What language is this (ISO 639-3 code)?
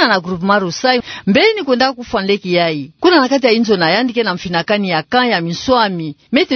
ktu